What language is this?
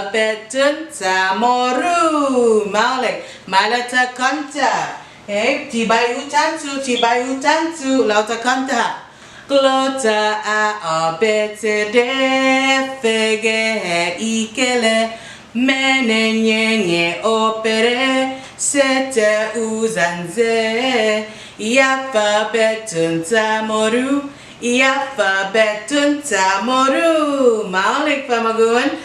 Chamorro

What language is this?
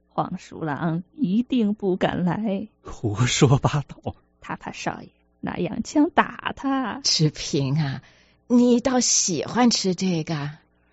Chinese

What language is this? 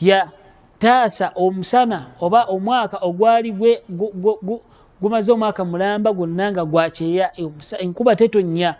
Ganda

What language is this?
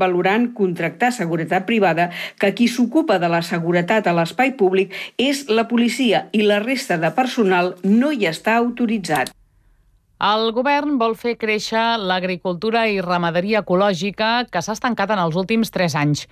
Catalan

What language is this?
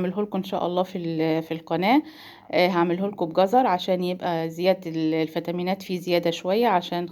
Egyptian Arabic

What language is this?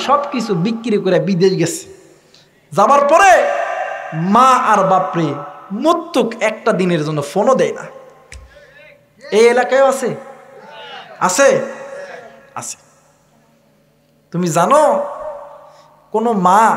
Bangla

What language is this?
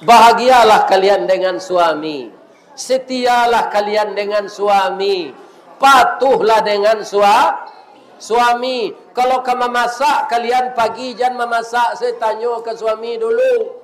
Minangkabau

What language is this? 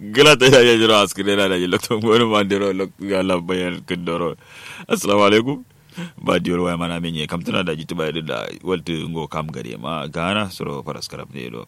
Kanuri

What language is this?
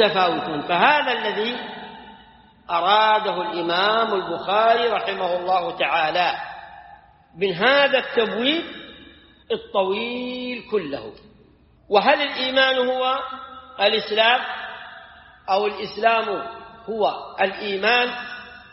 Arabic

